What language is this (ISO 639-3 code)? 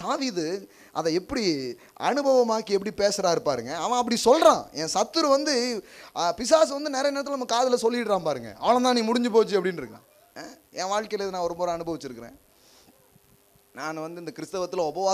tam